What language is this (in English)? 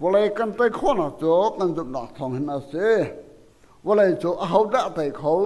Hakha Chin